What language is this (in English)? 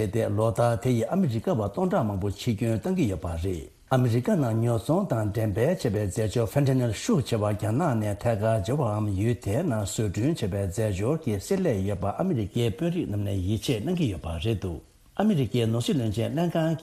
Tibetan